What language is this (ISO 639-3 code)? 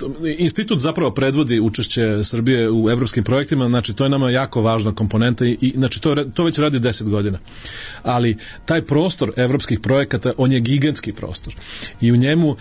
srp